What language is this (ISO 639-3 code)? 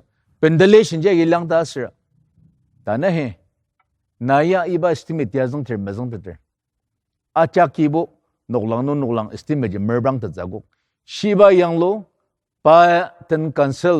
njo